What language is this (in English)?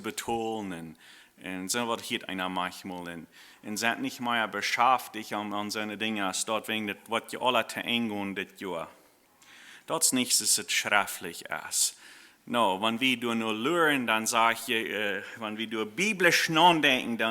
Plautdietsch